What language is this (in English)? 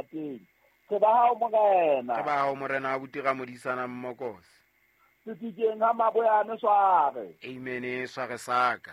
Southern Sotho